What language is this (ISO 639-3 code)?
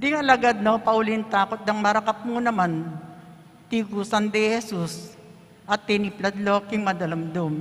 pam